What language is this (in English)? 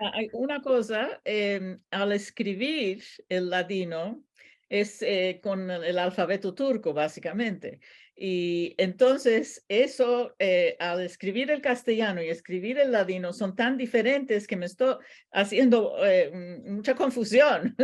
Ladino